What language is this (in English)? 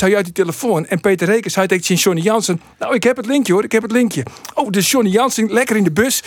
Western Frisian